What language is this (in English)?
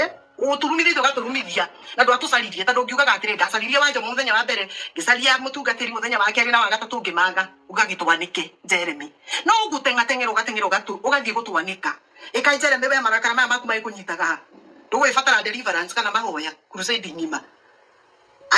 Kikuyu